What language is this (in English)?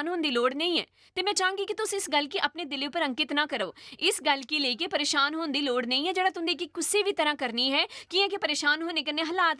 Dogri